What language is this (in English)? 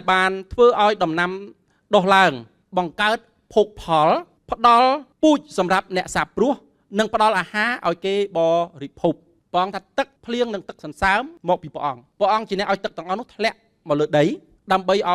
Khmer